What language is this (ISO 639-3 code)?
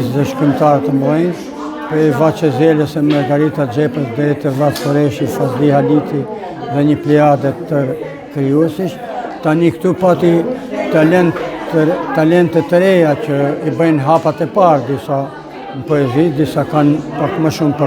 sqi